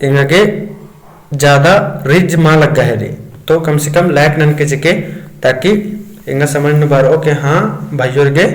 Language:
Kurukh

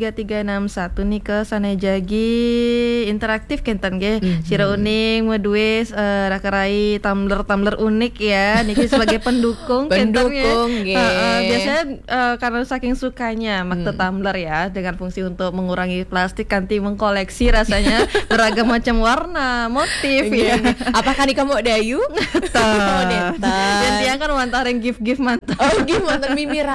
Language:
Balinese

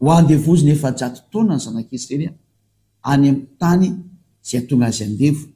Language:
Malagasy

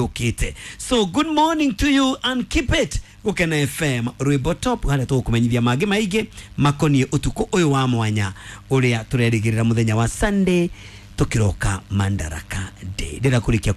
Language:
Kikuyu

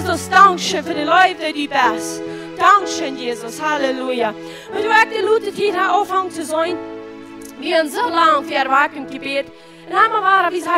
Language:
Plautdietsch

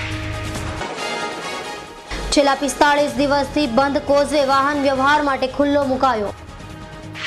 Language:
Gujarati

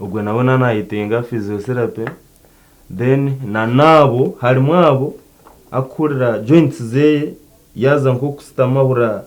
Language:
Nyankole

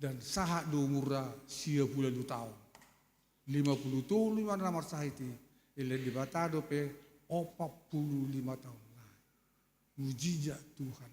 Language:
Batak Toba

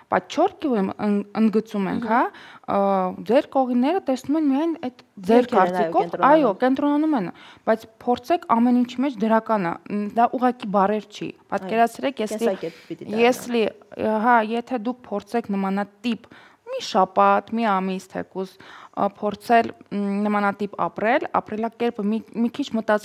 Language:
Armenian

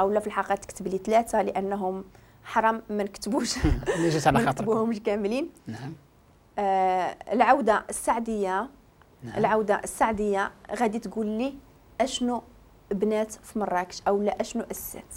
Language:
Moroccan Arabic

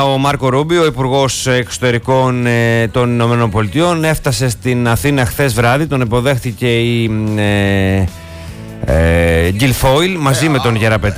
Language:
Greek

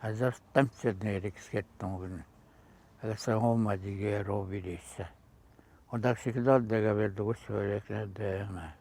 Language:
Atikamekw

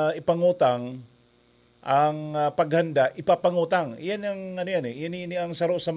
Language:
Bikol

